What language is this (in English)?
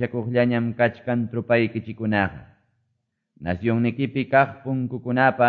Quechua